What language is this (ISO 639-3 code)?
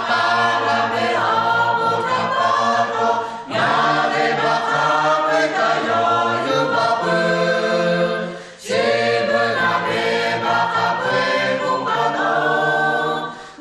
lhu